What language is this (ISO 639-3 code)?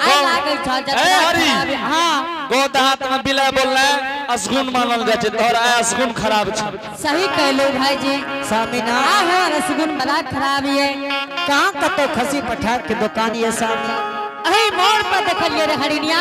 anp